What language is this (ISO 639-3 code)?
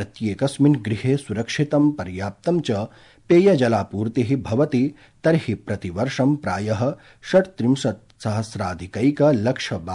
san